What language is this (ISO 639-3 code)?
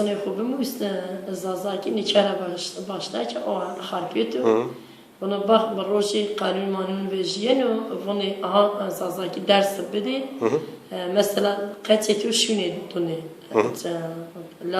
zza